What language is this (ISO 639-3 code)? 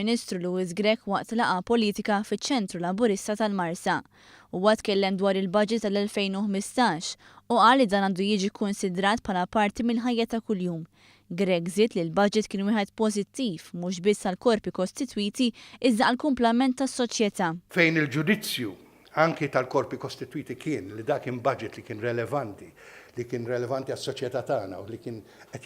mlt